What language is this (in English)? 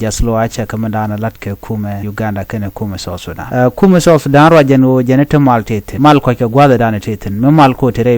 Nuer